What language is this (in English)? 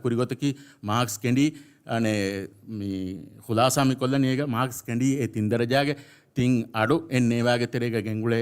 Divehi